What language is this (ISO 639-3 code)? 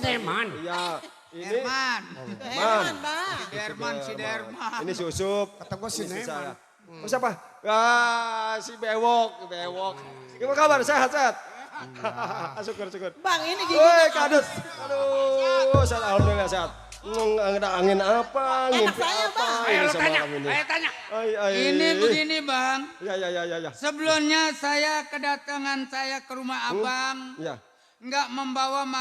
bew